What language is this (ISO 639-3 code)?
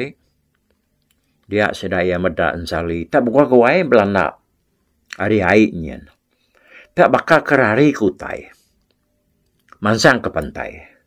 iba